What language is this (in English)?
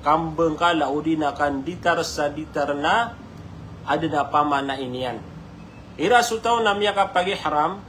Maranao